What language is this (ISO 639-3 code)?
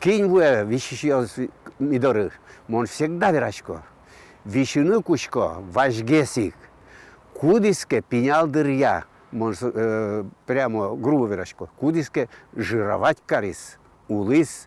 udm